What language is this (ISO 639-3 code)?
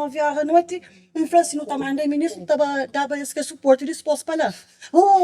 kea